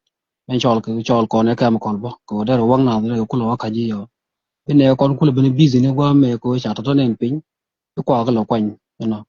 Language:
Nuer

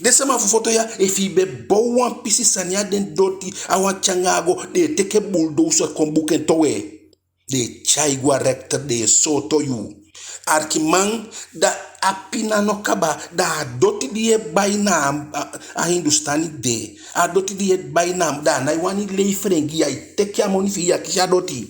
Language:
Eastern Maroon Creole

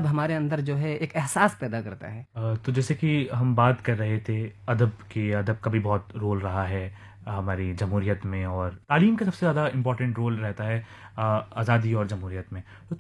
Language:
Urdu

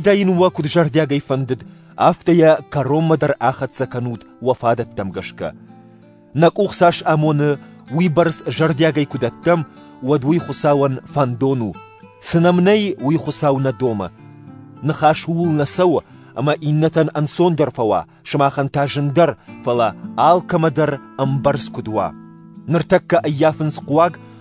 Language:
Ossetic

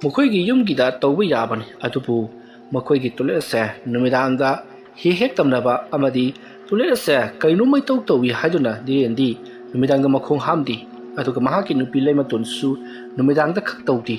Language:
Manipuri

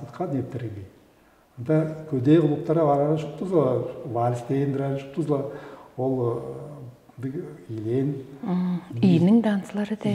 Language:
Tuvinian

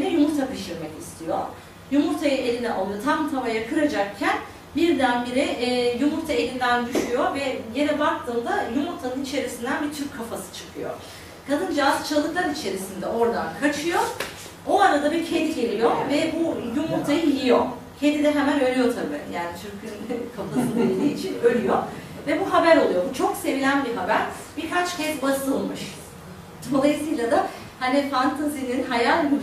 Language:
Turkish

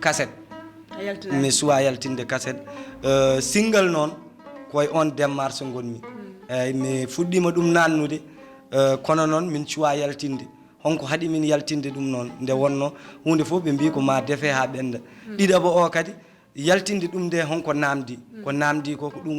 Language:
Fula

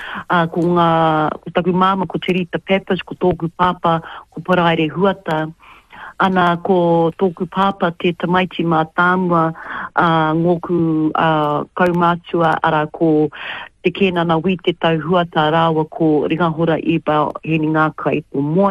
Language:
Māori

